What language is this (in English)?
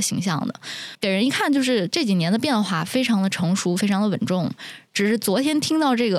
Chinese